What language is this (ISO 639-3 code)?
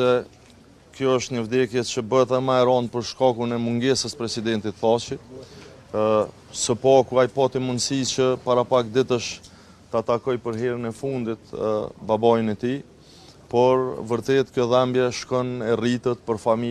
sqi